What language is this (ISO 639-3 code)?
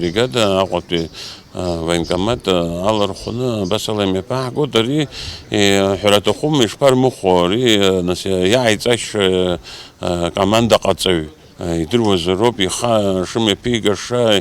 abk